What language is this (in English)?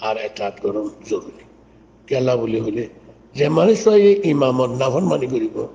Rohingya